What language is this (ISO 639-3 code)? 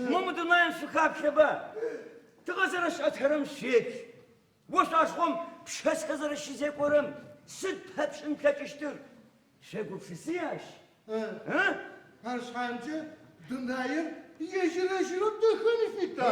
ady